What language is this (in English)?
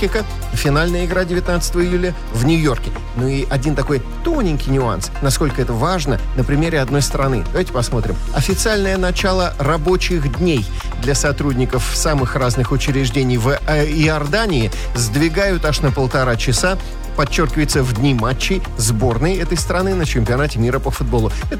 Russian